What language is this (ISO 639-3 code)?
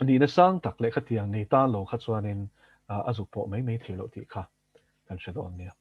lus